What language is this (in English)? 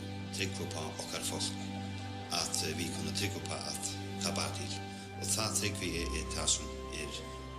Faroese